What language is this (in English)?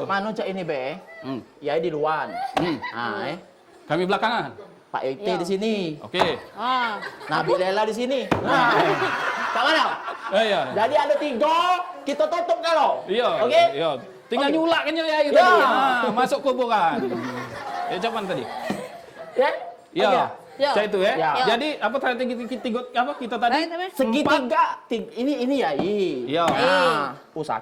Musi